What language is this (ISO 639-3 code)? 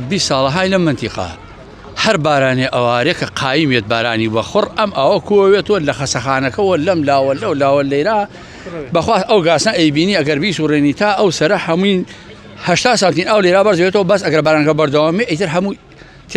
ckb